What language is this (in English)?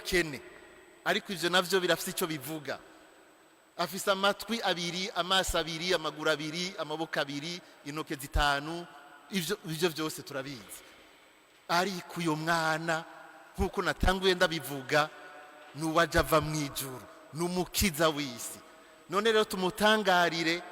Rundi